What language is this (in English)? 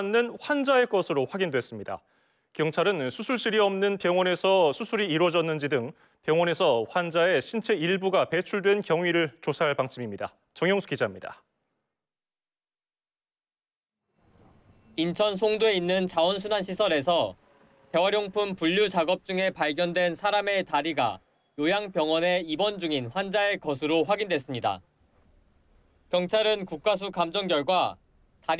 Korean